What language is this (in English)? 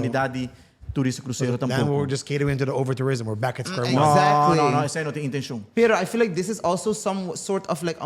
Papiamento